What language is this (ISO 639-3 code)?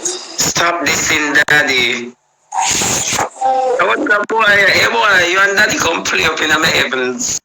jam